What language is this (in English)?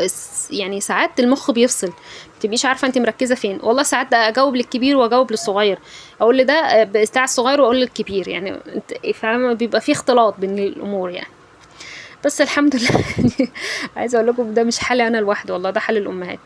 Egyptian Arabic